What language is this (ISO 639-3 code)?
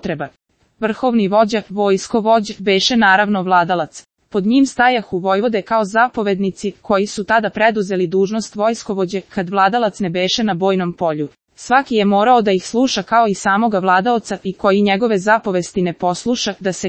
srp